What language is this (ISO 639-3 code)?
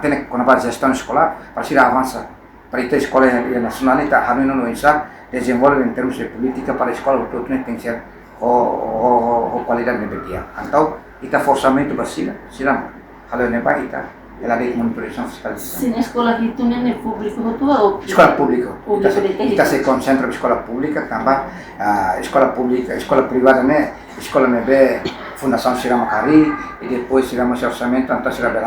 tet